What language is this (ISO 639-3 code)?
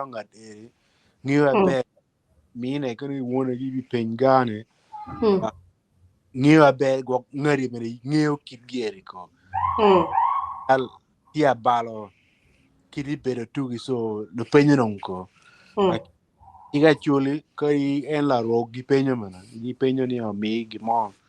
ach